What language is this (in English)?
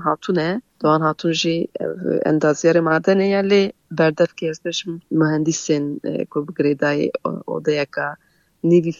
Kurdish